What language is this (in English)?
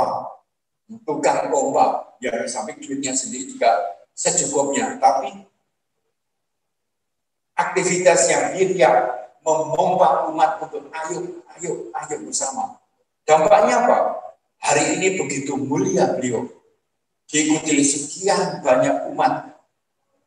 Indonesian